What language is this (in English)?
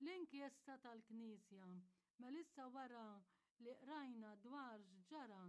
Maltese